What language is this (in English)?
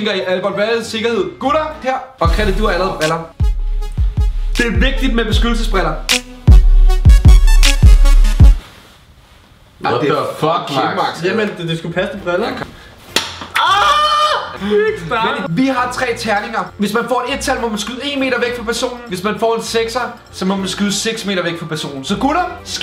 Danish